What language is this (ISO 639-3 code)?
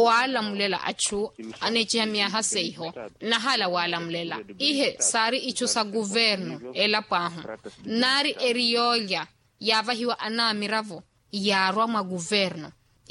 vmw